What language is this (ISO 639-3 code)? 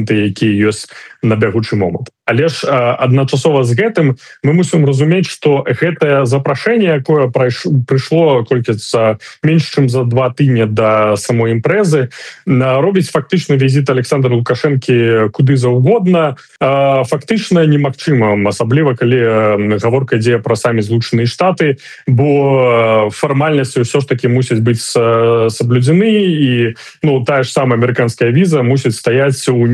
bel